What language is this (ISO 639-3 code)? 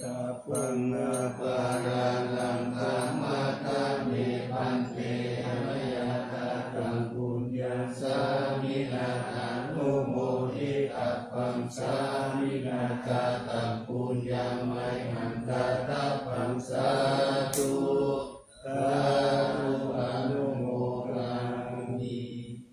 pli